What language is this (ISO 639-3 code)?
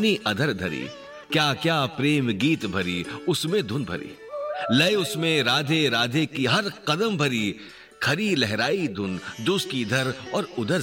hin